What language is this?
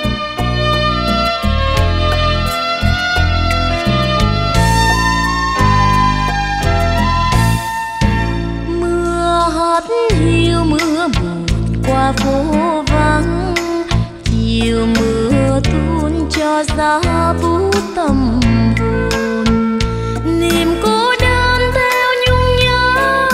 Vietnamese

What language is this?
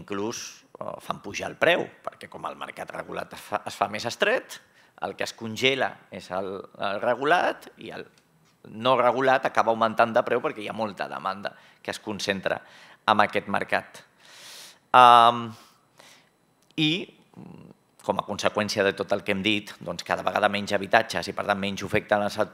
Catalan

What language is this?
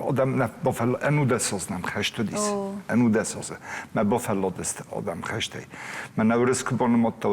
Ossetic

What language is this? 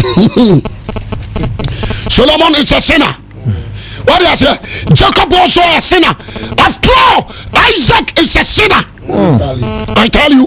Akan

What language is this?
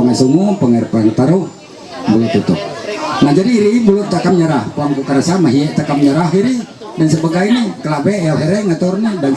Ma'anyan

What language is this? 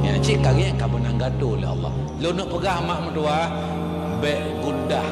Achinese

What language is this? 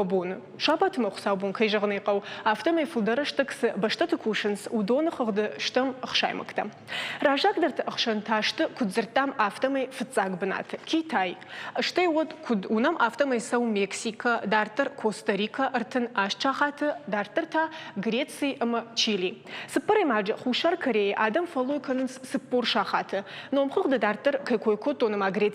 Ossetic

